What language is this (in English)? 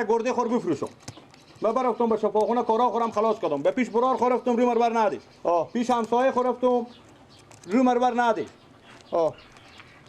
Persian